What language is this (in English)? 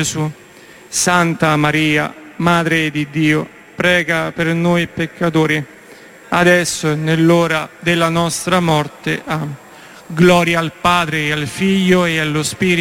Italian